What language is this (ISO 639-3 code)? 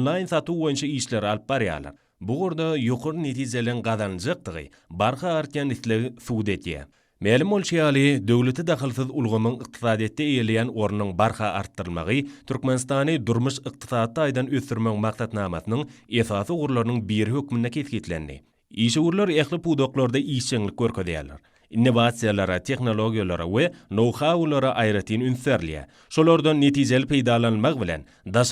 tuk